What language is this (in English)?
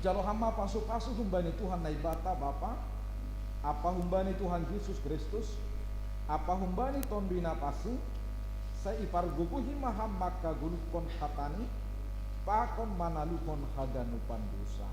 Batak Simalungun